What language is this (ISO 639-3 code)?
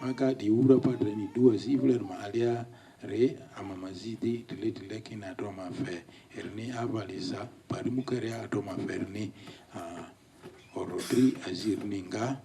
lgg